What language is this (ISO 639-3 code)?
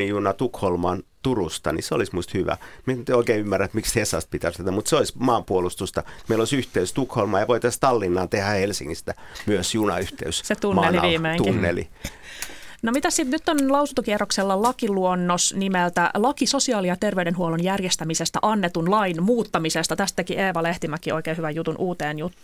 fin